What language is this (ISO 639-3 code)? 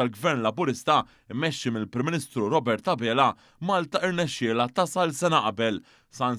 mlt